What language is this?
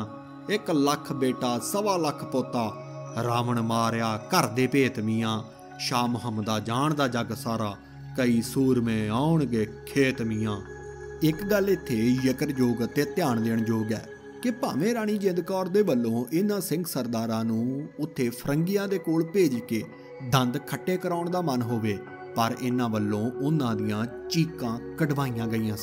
Punjabi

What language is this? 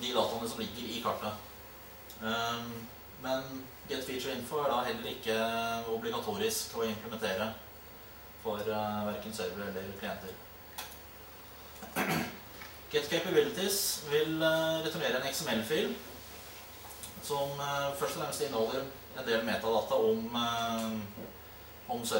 Norwegian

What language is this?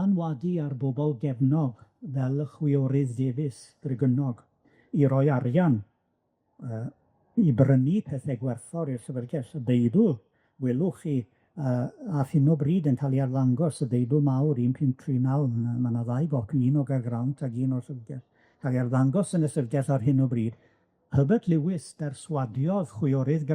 Welsh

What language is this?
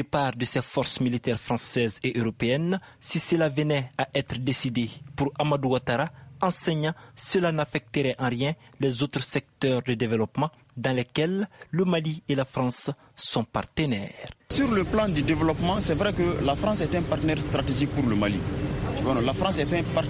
French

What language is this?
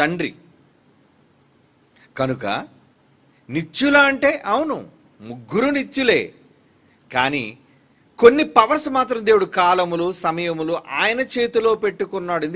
Telugu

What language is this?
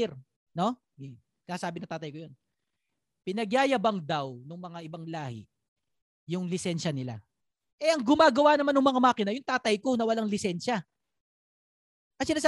Filipino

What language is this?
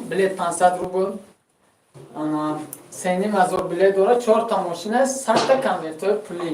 Tajik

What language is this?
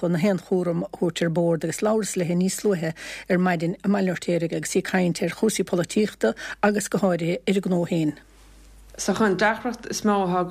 Irish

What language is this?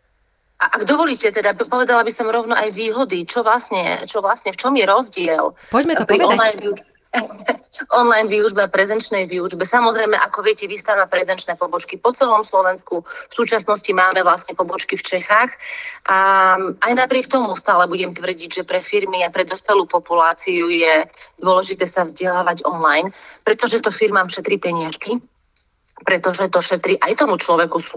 Slovak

